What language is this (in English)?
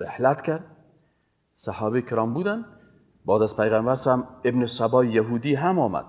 Persian